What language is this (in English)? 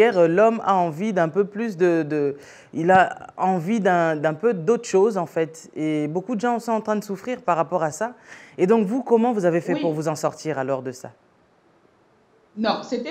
French